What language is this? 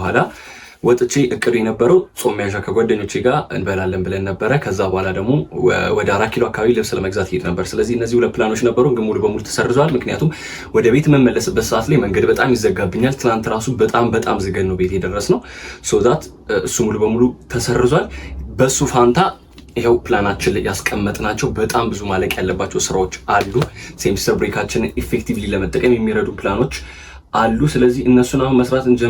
Amharic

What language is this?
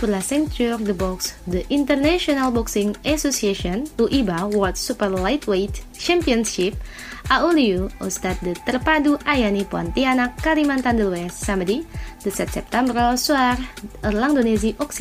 French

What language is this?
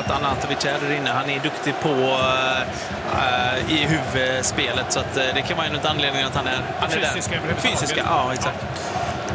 Swedish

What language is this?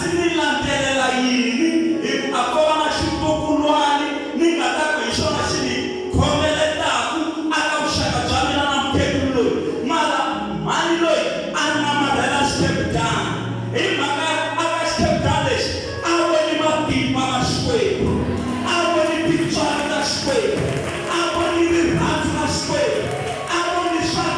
Tsonga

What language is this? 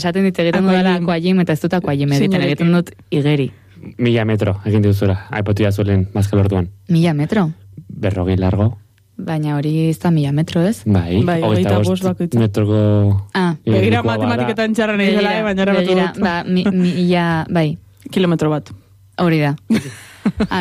Basque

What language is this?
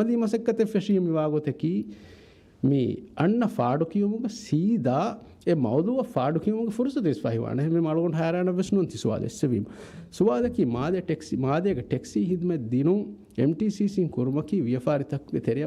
Divehi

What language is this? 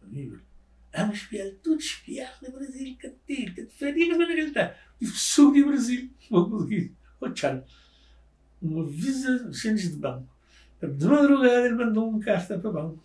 Kabuverdianu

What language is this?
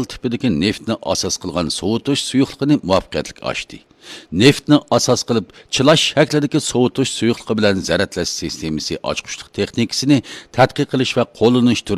Uyghur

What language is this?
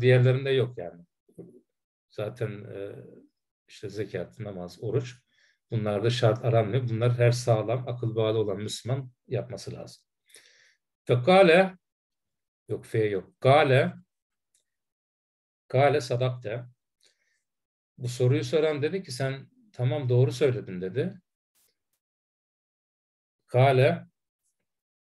Turkish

